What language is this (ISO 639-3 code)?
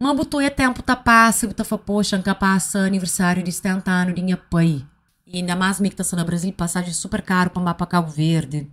kea